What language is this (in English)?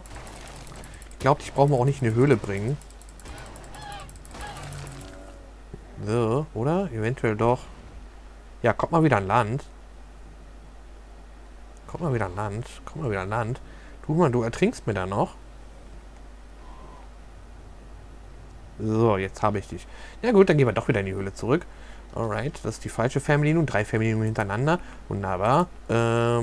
German